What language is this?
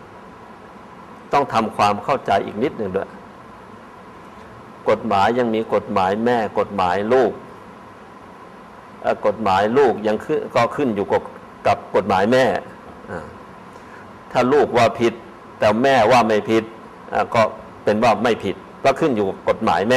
Thai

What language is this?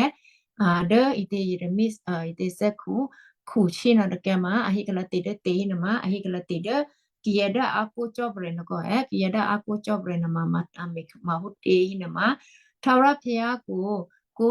Western Kayah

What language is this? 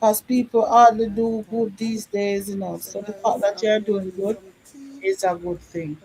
Jamaican Creole English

